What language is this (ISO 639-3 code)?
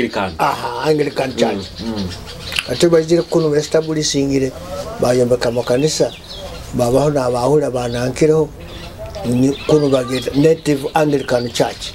nyo